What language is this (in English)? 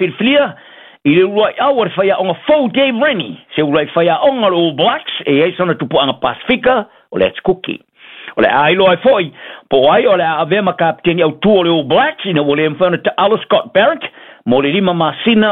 Samoan